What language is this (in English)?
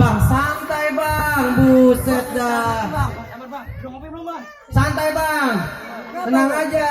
Betawi